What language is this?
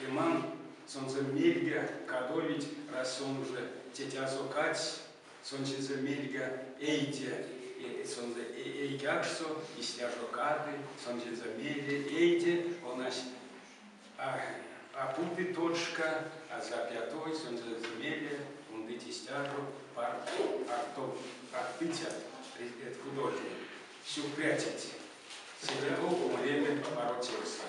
Erzya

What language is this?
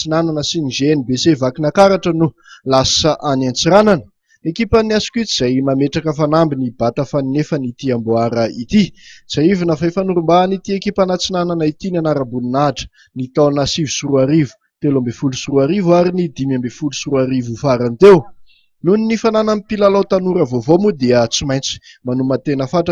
Malagasy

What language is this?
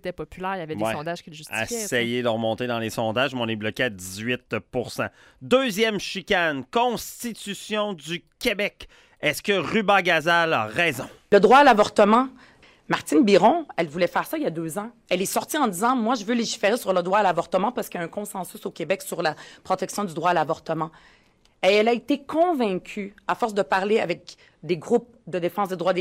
French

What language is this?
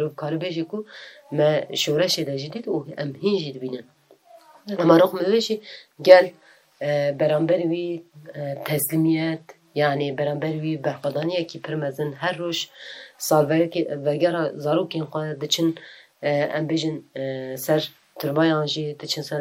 Kurdish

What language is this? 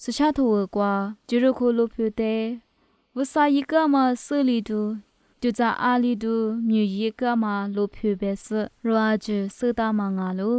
Lisu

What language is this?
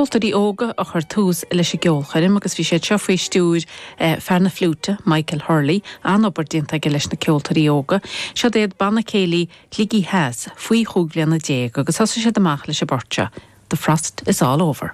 Irish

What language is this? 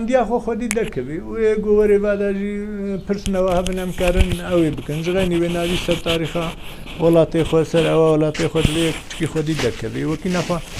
Kurdish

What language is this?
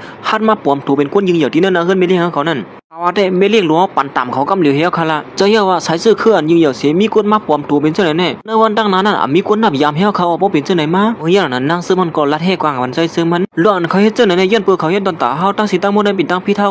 Shan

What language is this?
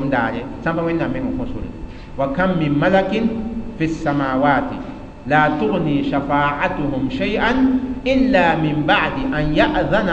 Mossi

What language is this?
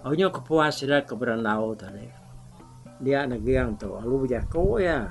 Iban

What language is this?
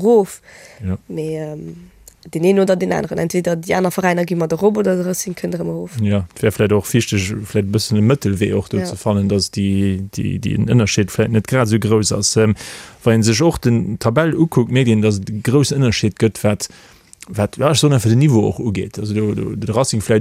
Luxembourgish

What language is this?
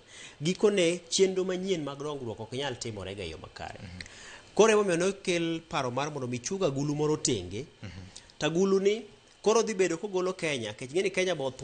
Luo (Kenya and Tanzania)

